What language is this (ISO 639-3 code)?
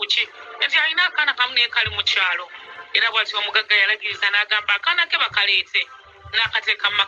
lug